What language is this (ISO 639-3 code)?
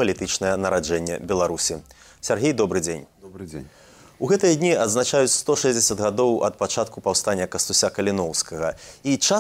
bel